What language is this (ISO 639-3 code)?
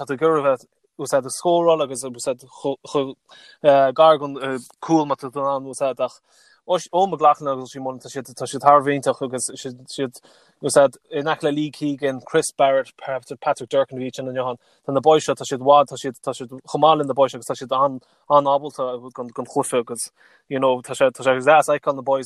gle